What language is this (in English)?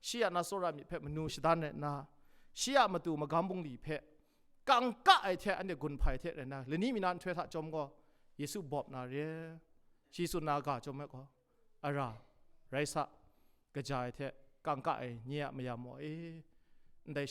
Kachin